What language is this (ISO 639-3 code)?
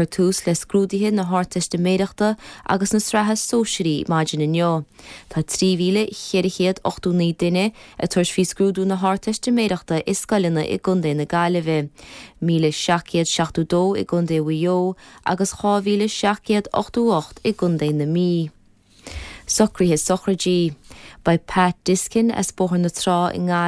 gle